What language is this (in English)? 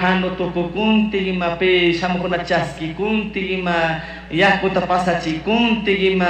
Chimborazo Highland Quichua